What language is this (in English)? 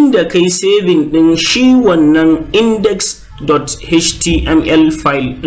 Hausa